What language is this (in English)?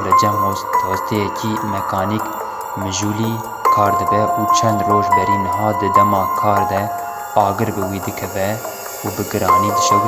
Kurdish